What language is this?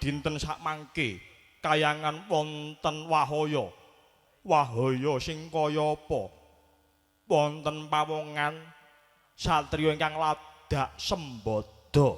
Javanese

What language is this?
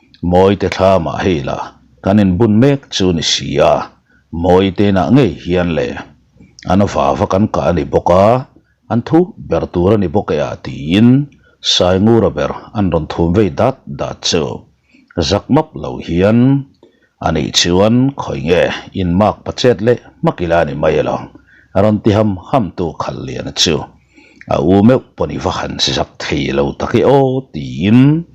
Mizo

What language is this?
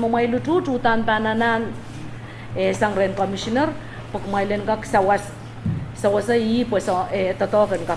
Pohnpeian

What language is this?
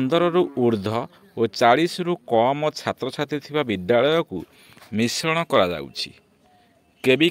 Odia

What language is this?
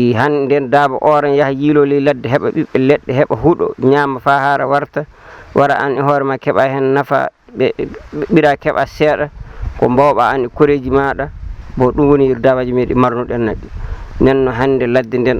Fula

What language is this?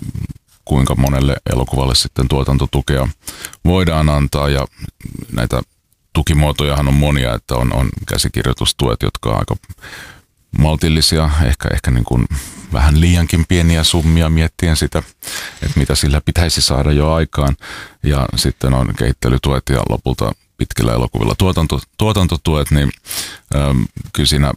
Finnish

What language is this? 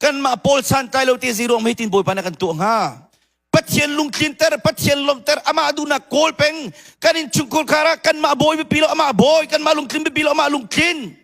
Hakha Chin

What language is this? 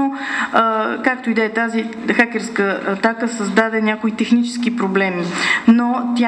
Bulgarian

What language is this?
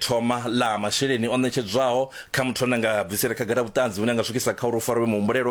Venda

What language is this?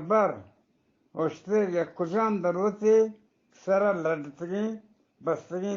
Eastern Balochi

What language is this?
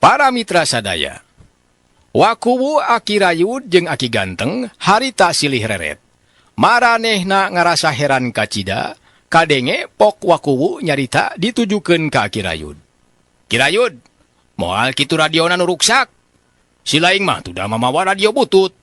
Sundanese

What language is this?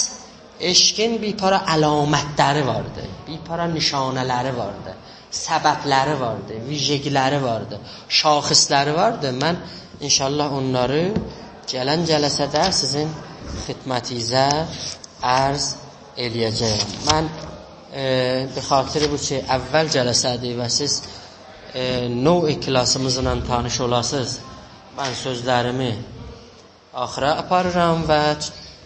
South Azerbaijani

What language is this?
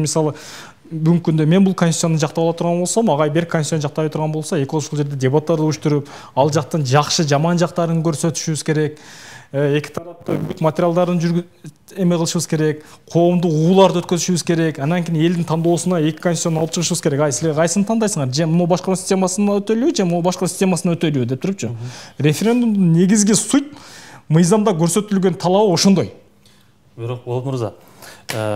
Kyrgyz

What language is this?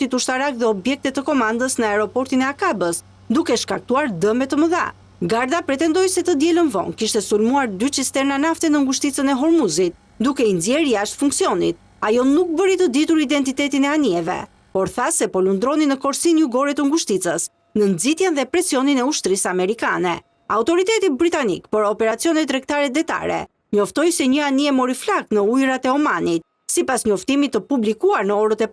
Albanian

